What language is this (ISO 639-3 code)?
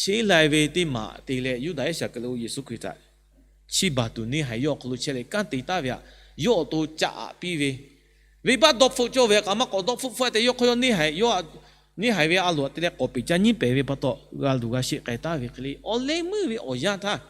lhu